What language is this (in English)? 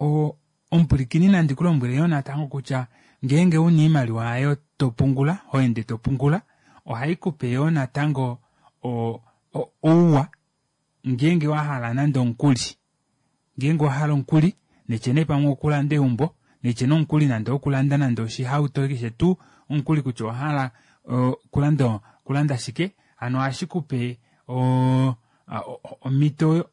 Kuanyama